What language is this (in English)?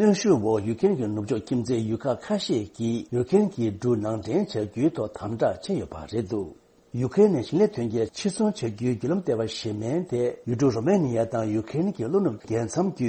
Tibetan